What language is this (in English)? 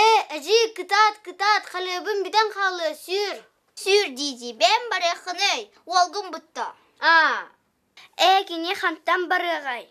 Yakut